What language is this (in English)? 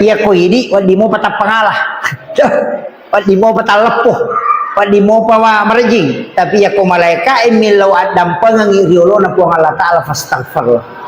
Buginese